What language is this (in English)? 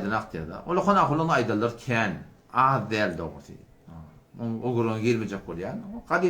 Turkmen